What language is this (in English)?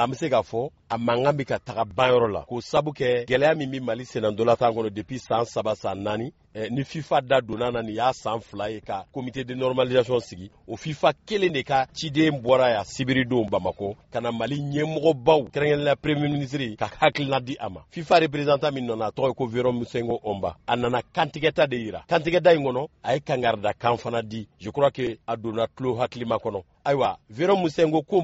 Bambara